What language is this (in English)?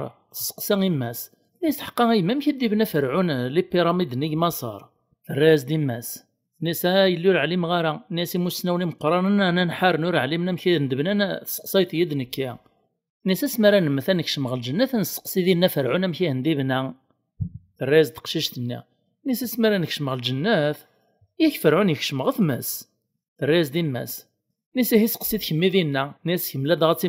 Kabyle